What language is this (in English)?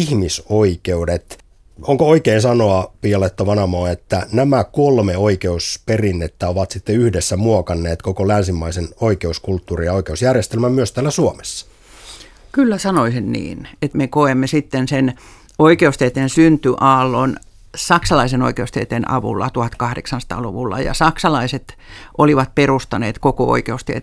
Finnish